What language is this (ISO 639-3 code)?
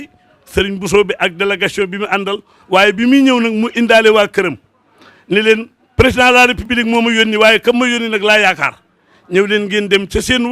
wol